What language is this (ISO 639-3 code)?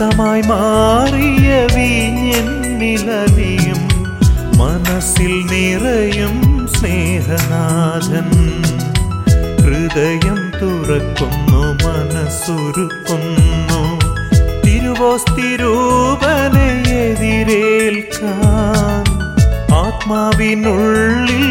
mal